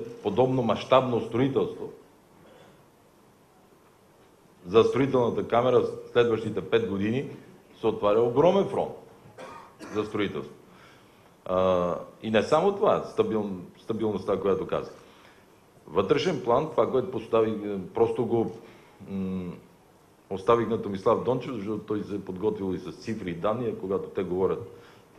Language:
Bulgarian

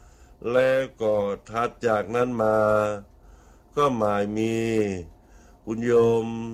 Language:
Thai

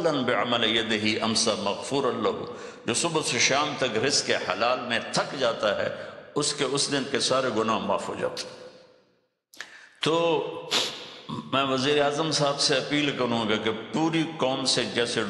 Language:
Urdu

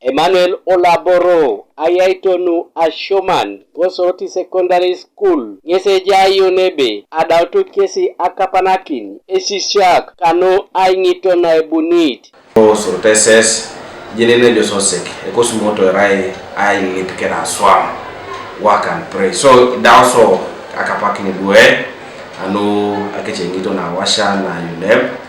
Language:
Teso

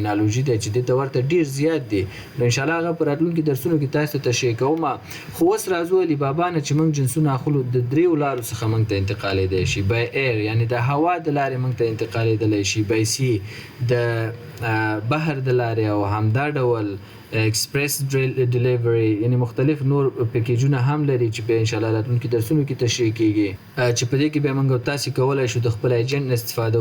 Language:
Pashto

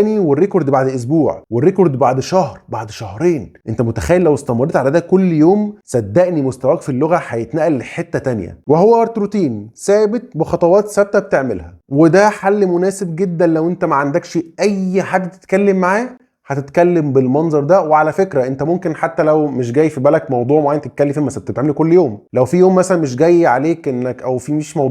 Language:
Egyptian Arabic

